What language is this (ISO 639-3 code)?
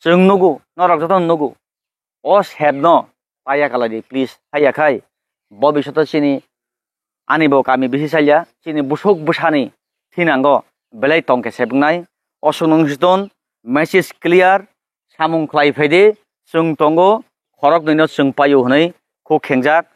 trp